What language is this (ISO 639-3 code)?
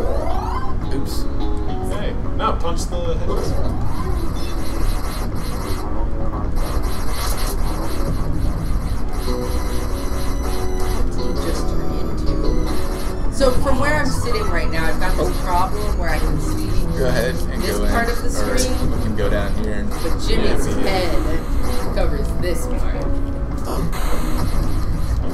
eng